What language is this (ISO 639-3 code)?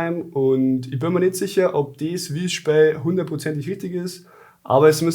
bar